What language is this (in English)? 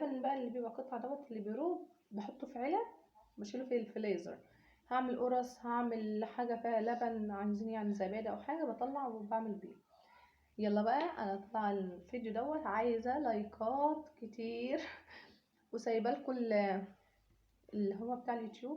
Egyptian Arabic